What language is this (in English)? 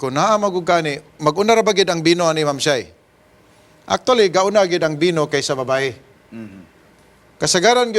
Cebuano